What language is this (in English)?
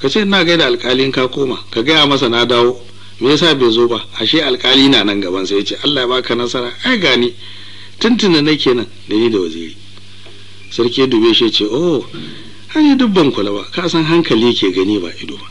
Hausa